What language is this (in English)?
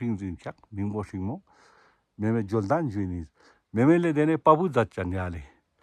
Ladakhi